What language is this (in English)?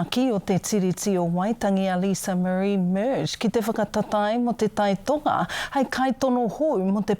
Māori